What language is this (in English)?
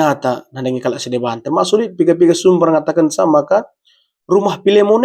Batak Karo